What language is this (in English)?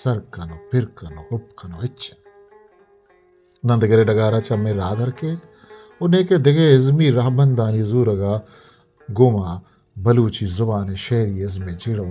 Eastern Balochi